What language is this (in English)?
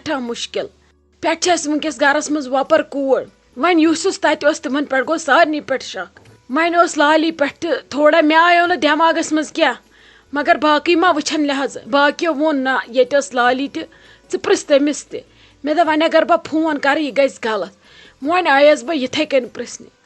Kashmiri